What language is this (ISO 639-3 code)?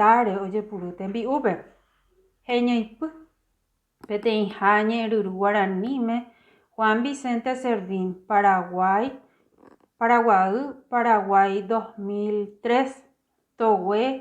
grn